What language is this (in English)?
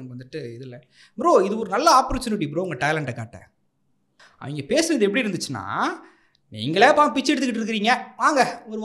Tamil